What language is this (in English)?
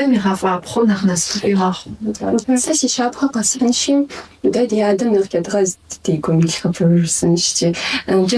Kabardian